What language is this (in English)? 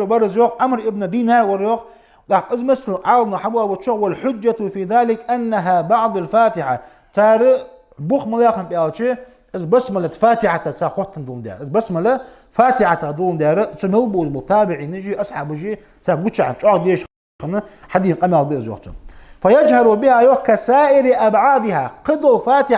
Ingush